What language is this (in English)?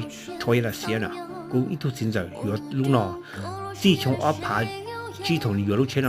Hmong